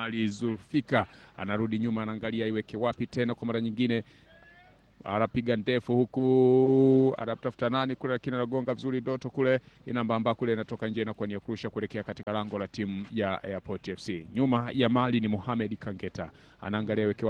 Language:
Swahili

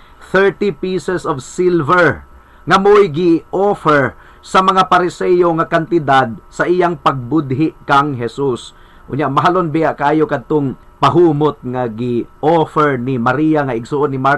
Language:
Cebuano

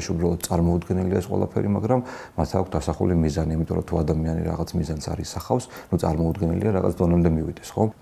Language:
Georgian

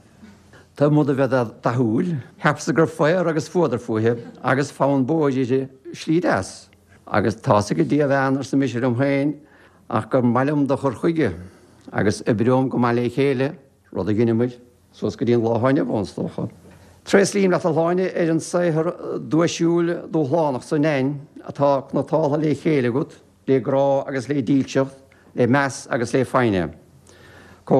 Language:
Irish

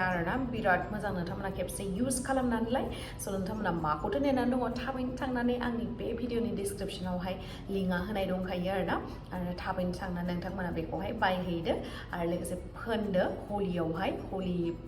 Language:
Bodo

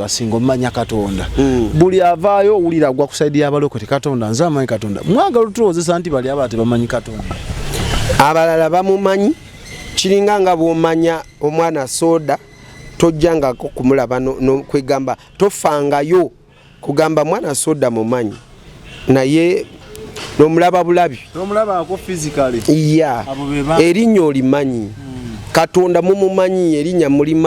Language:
Ganda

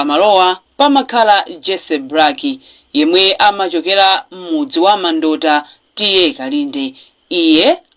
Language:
Nyanja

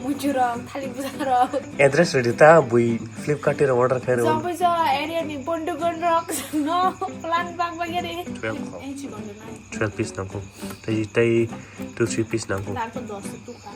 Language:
Kok Borok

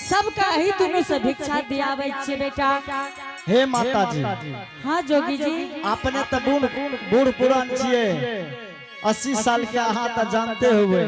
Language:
Angika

